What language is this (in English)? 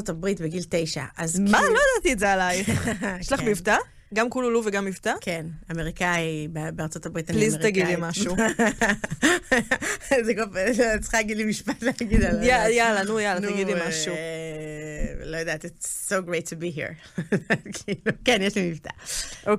Hebrew